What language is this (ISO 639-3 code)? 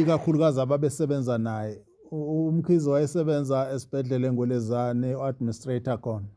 zul